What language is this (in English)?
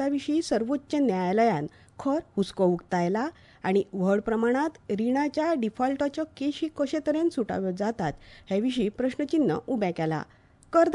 Konkani